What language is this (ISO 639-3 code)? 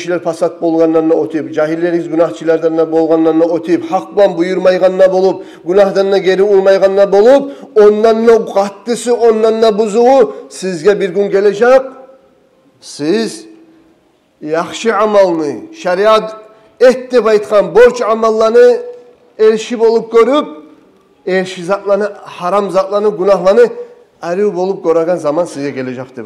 kum